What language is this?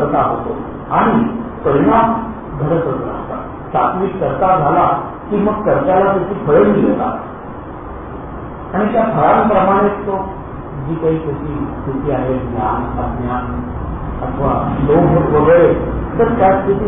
Marathi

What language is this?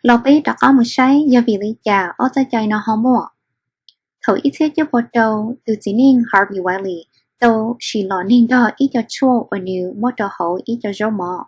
Hmong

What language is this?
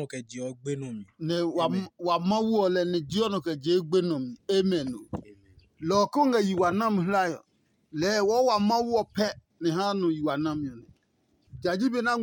Adangme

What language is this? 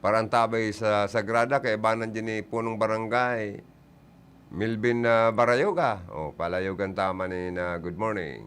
Bikol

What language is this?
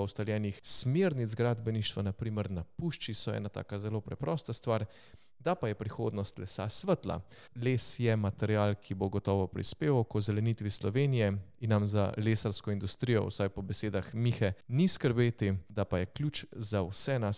Slovenian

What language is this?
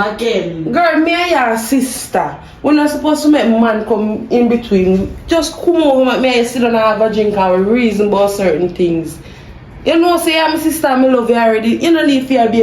Jamaican Creole English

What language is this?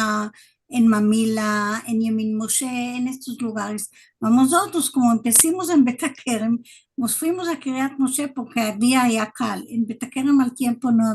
Ladino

